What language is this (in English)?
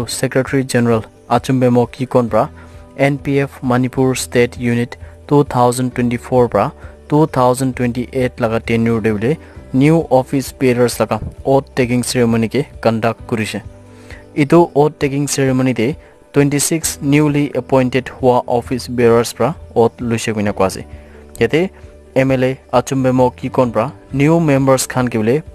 Naga Pidgin